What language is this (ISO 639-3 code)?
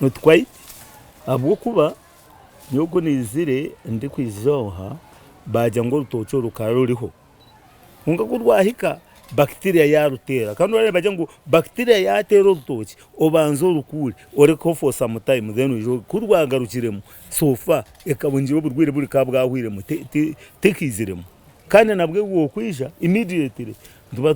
nyn